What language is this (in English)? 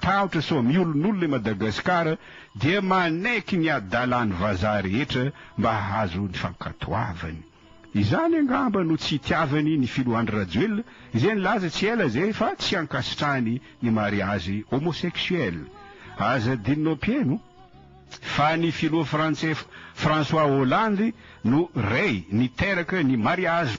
Malagasy